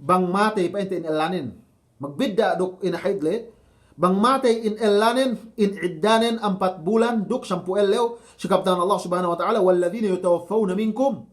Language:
Yakan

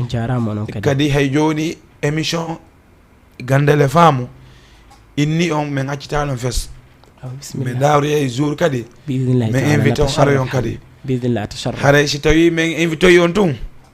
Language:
Fula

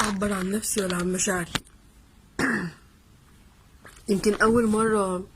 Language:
Egyptian Arabic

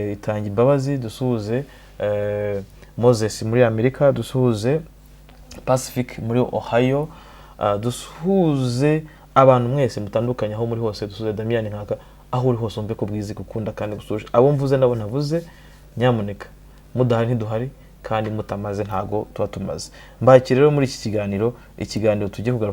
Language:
Kinyarwanda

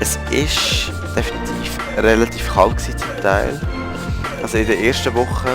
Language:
Swiss German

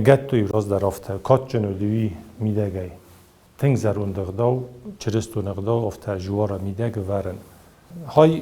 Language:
Ossetic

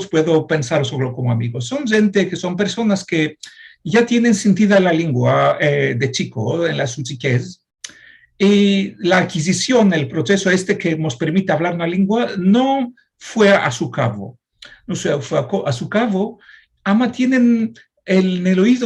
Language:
Ladino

